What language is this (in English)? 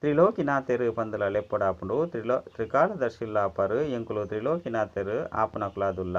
Tulu